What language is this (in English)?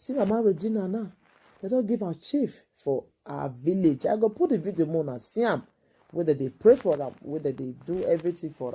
Nigerian Pidgin